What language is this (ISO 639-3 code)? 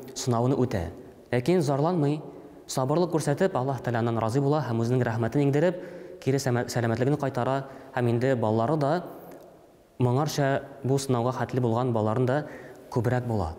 tat